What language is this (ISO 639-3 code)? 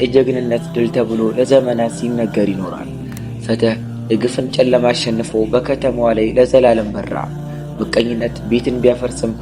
amh